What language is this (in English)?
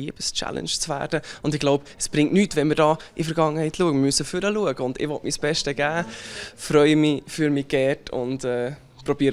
Romansh